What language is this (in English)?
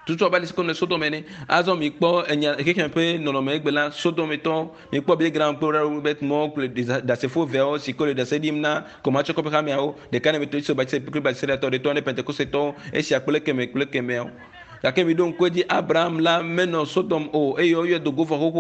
Ewe